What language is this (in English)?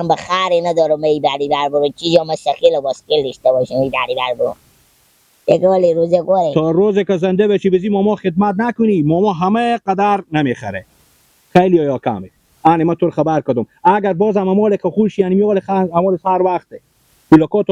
Persian